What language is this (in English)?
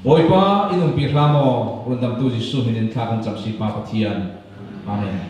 Falam Chin